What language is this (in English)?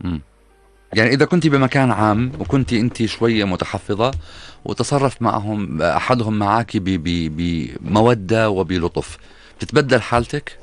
North Levantine Arabic